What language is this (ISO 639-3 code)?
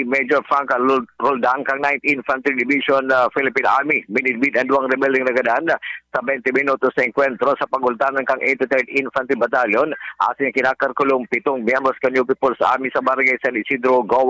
bik